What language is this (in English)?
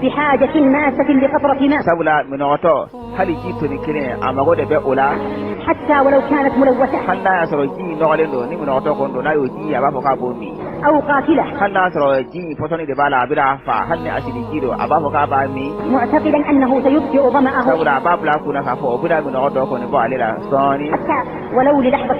Bambara